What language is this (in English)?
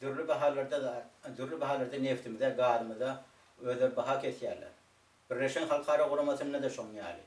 Turkmen